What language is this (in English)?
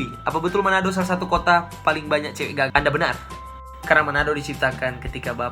Manado Malay